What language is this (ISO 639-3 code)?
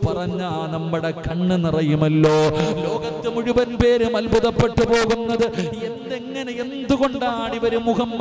mal